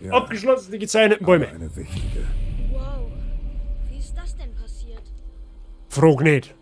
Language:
Bavarian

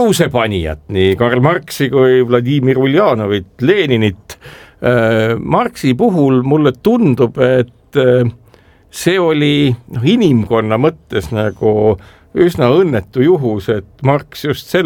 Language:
Estonian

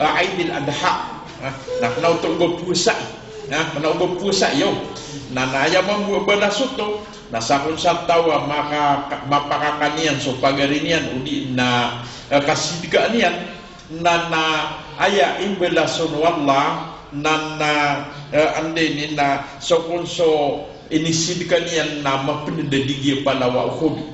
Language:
Maranao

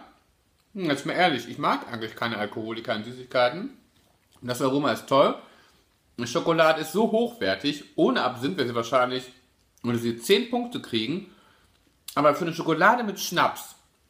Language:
German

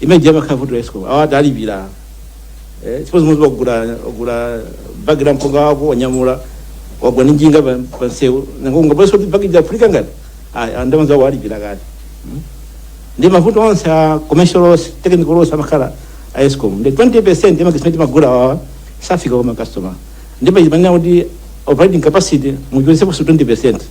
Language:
Nyanja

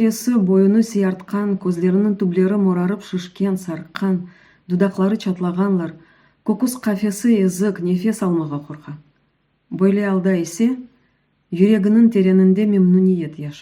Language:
Crimean Tatar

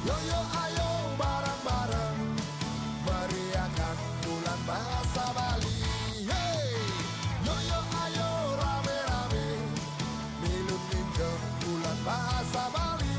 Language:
Balinese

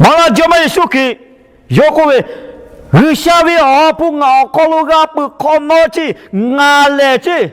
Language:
Lahu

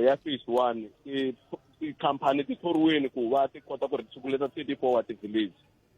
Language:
Tsonga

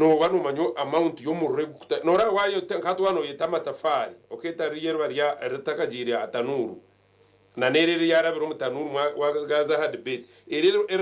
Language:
Nyankole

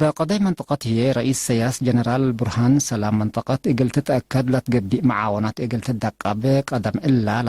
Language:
Tigre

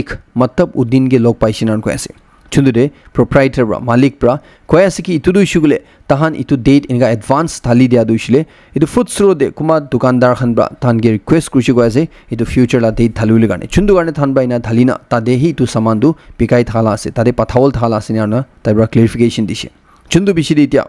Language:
Naga Pidgin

